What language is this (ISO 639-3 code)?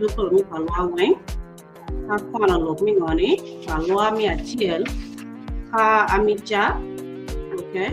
ach